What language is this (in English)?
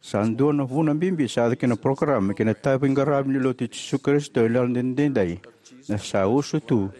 Fijian